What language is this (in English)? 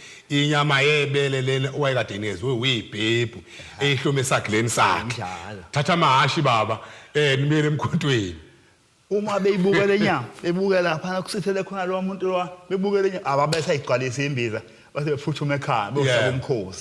Zulu